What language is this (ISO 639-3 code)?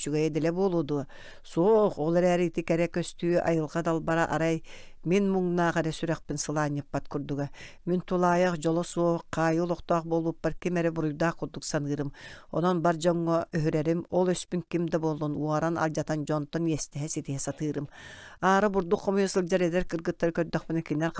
sah